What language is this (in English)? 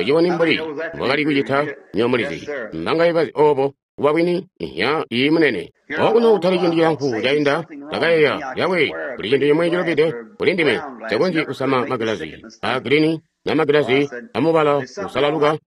Tonga (Zambia)